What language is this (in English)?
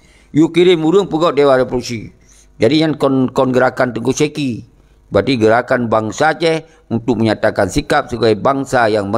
Achinese